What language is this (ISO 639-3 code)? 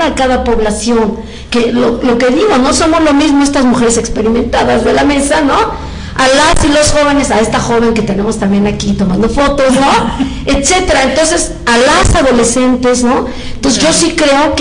spa